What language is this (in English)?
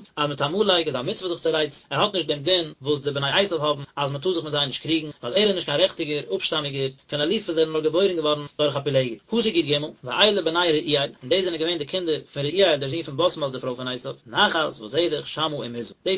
Yiddish